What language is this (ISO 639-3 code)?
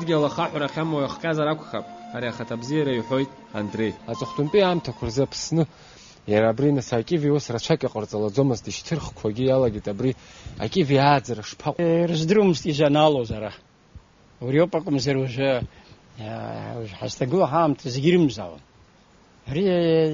abk